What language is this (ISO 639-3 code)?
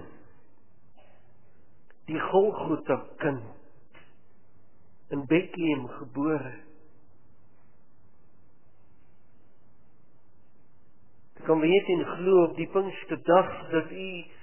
afr